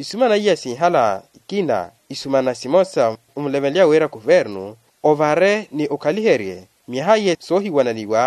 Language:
Makhuwa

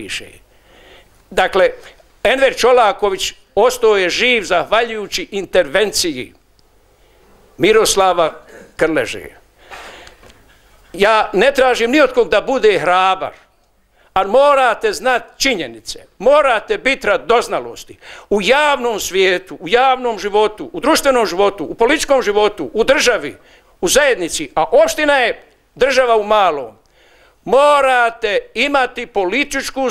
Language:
Bosnian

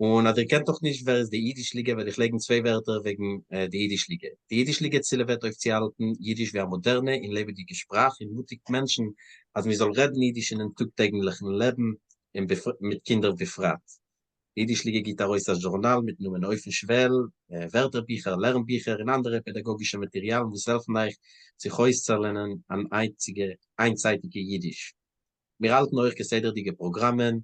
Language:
Yiddish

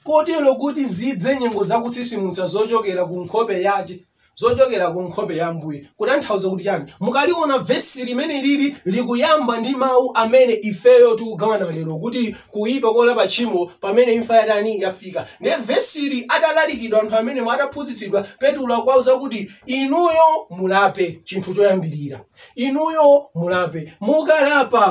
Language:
Nyanja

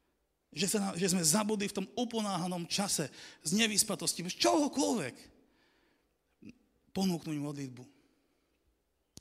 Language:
Slovak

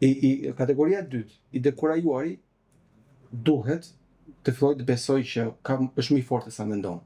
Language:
Albanian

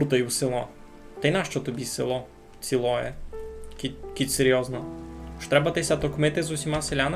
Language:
Rusyn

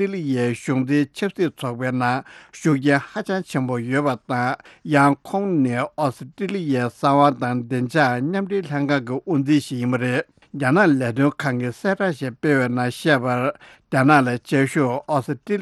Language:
Tibetan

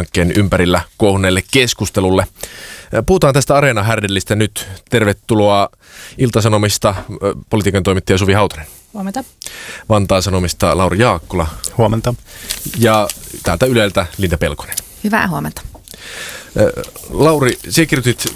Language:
Finnish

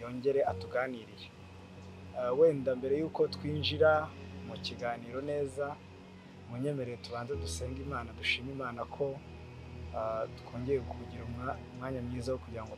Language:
Kinyarwanda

